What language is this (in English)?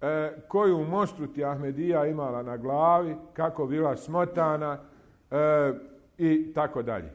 Bosnian